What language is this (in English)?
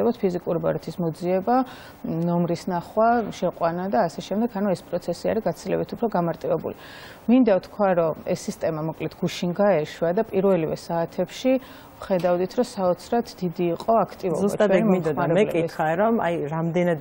Georgian